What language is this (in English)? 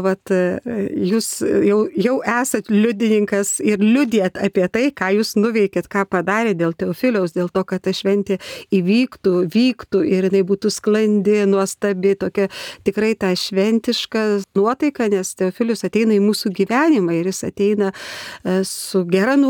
Lithuanian